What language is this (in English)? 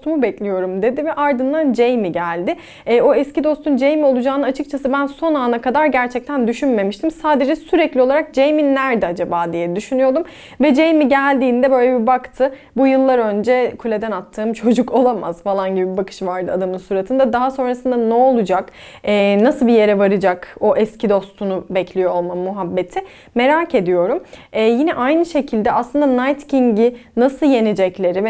Turkish